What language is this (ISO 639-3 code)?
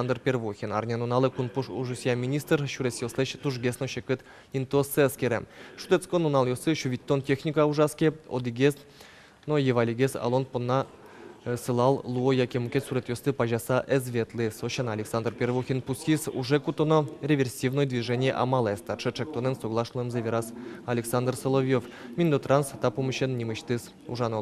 udm